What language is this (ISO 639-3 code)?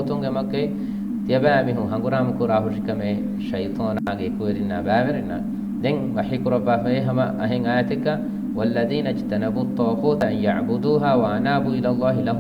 div